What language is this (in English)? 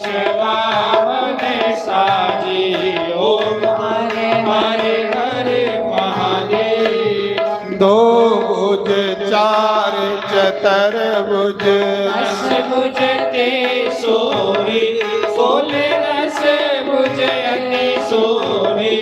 Dogri